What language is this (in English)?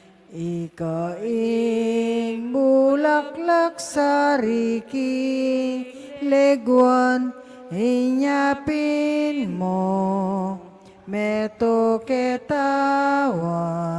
Pampanga